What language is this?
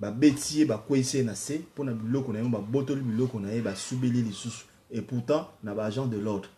Lingala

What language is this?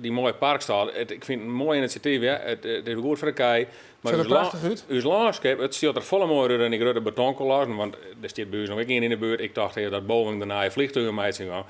Western Frisian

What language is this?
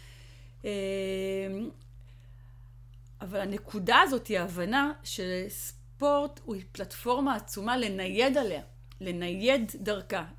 Hebrew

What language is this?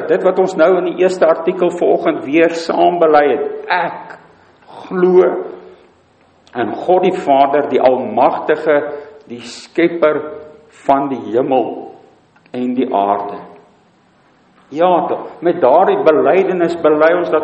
Afrikaans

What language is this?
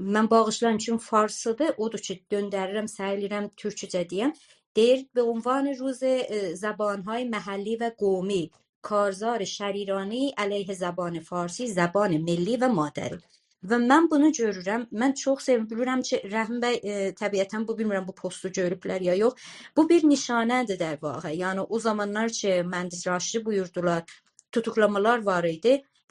South Azerbaijani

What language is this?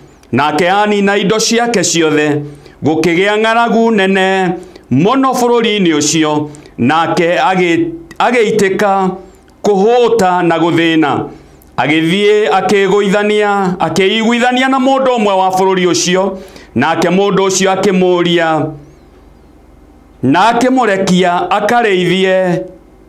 Kikuyu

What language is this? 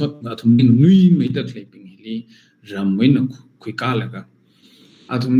Tangkhul Naga (India)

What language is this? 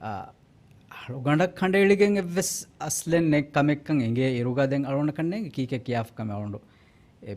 Divehi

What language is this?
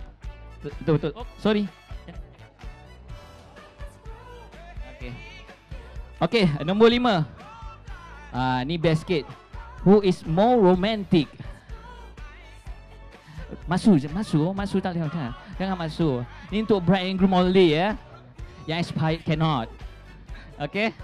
Malay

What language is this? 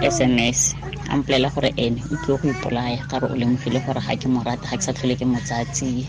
Tswana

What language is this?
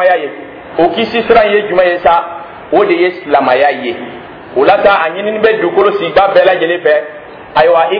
Dyula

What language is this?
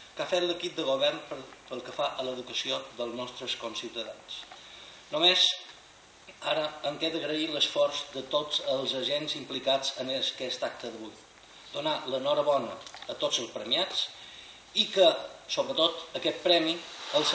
Catalan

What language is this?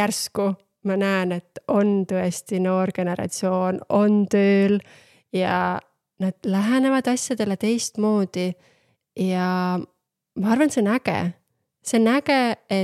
Estonian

